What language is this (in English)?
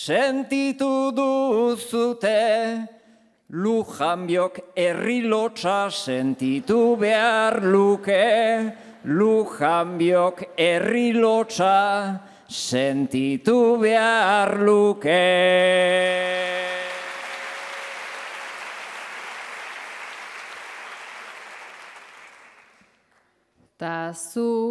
Basque